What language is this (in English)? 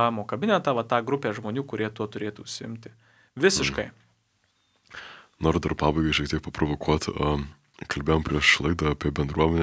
Lithuanian